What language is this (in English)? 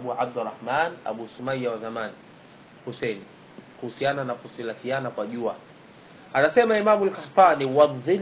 Swahili